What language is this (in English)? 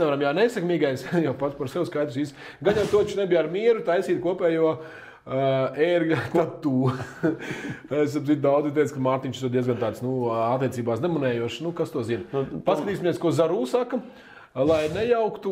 Latvian